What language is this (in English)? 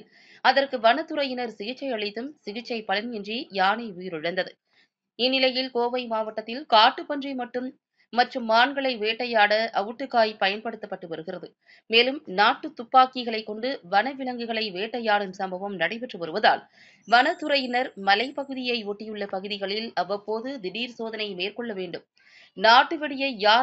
Tamil